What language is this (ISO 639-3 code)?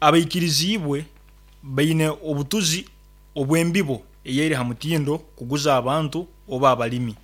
nyn